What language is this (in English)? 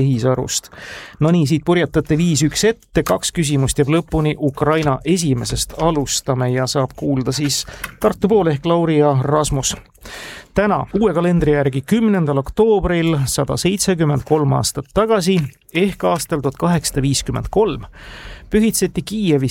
Estonian